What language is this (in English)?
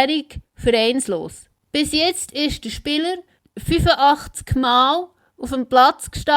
Swiss German